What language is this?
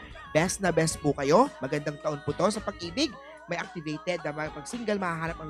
Filipino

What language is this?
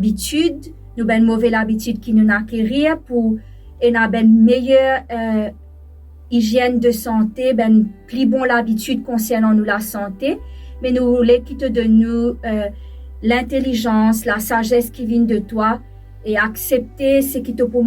Morisyen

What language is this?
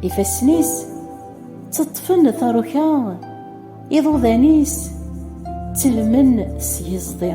Kabyle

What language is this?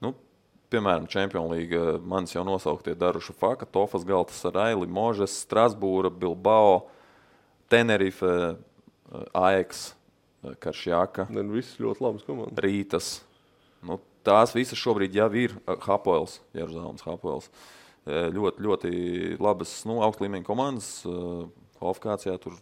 Latvian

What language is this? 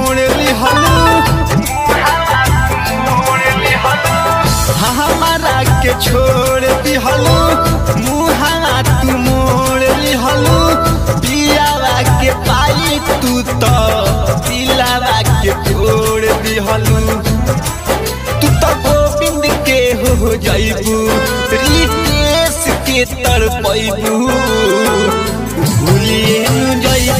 Bhojpuri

